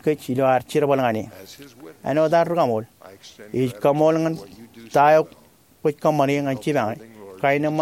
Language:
Marshallese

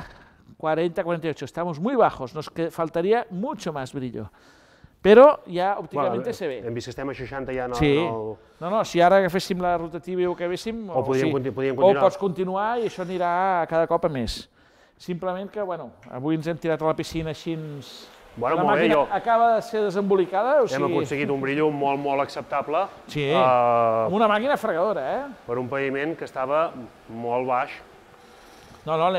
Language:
Catalan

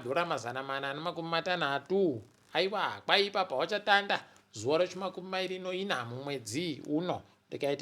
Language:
Ndau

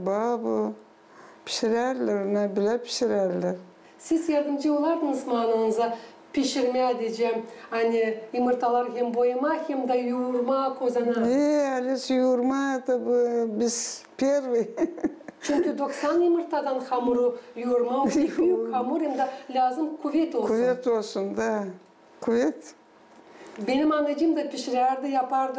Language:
Gagauz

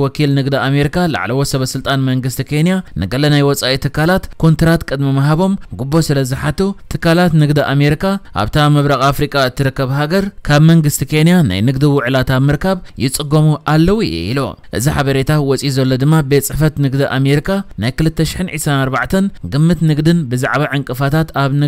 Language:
Tigrinya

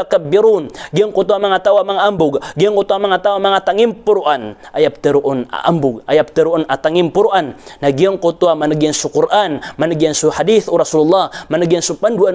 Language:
Maranao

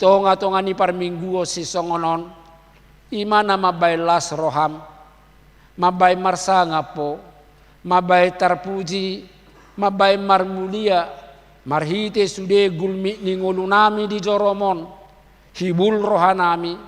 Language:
Batak Toba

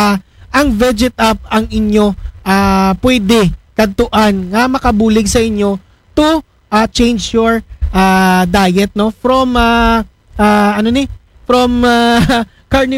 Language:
Aklanon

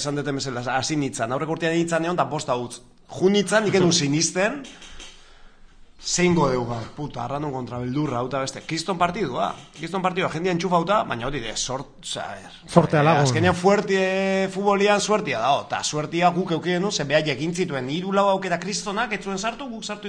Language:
Basque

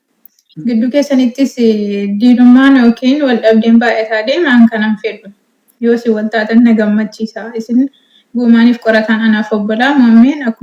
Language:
Oromo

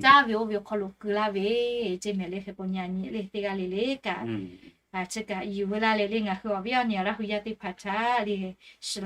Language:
Lahu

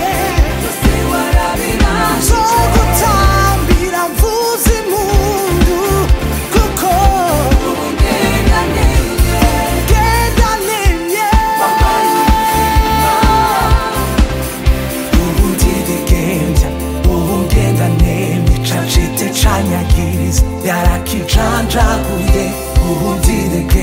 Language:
Kinyarwanda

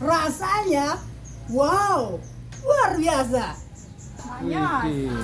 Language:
Betawi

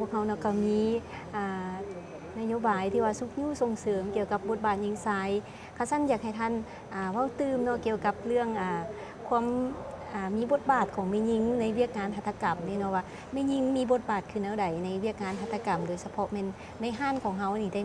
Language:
Lao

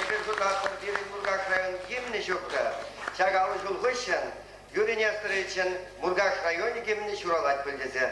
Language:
Chuvash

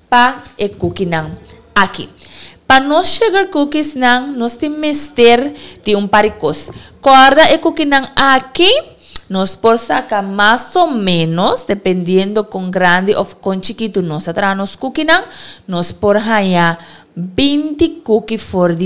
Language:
Papiamento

